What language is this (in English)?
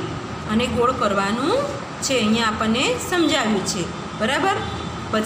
Gujarati